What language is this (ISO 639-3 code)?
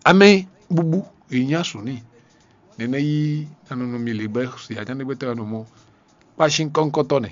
fon